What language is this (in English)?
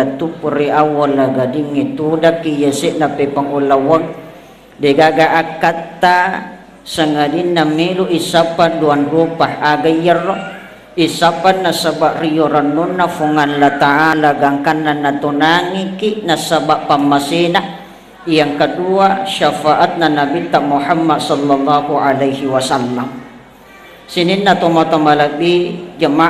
Buginese